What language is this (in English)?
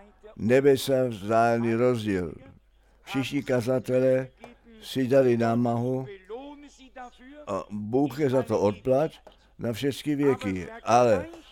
Czech